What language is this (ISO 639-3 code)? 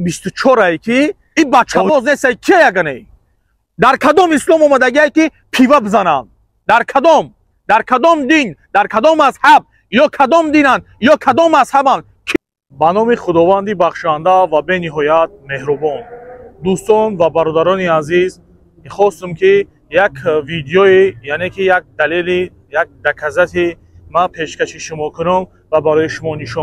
tgk